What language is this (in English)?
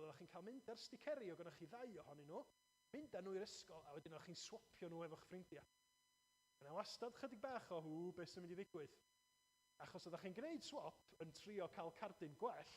Welsh